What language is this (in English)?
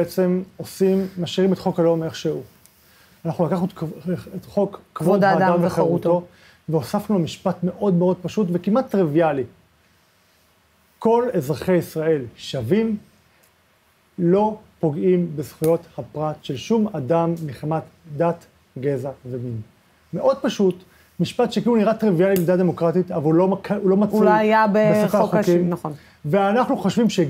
Hebrew